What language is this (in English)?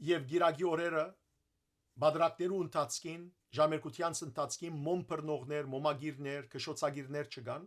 Western Armenian